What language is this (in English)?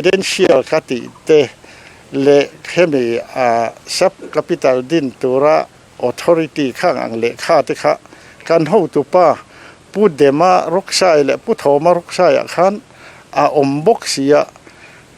Mizo